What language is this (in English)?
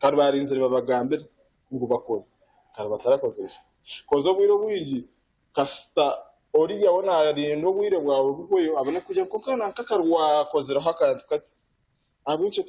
Nyankole